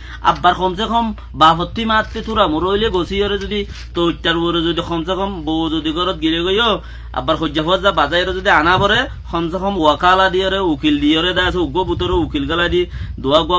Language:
Rohingya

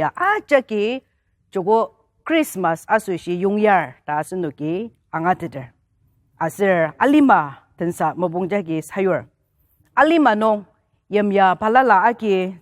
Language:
Ao Naga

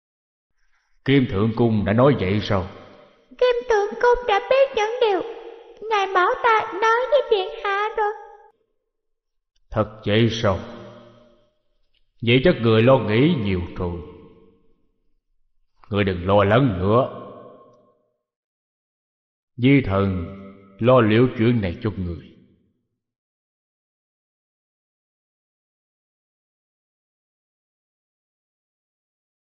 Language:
Vietnamese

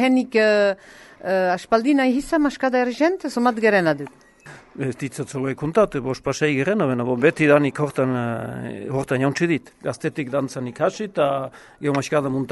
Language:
Basque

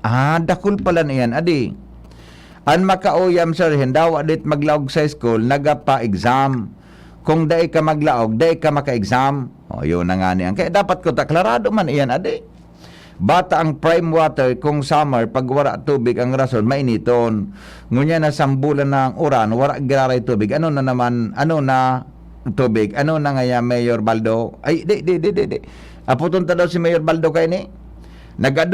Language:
Bikol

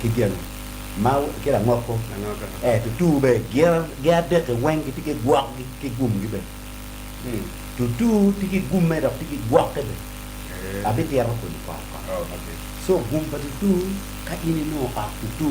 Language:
Acoli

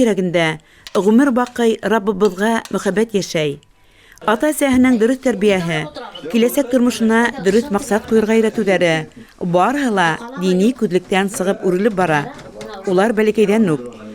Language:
Bashkir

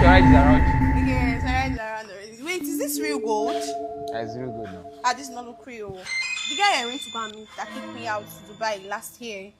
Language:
Nigerian Pidgin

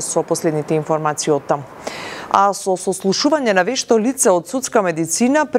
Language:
Macedonian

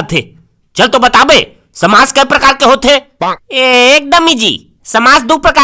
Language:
Chhattisgarhi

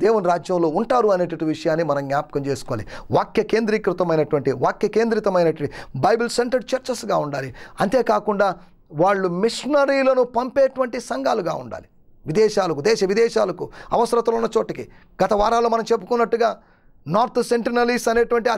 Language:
Telugu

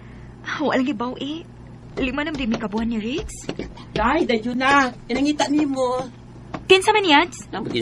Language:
Cebuano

